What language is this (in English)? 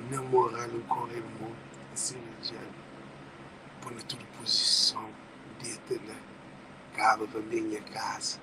Kabuverdianu